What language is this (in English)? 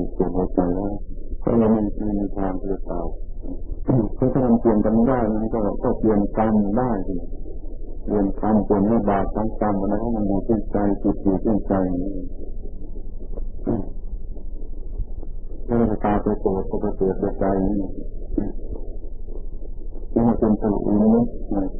Thai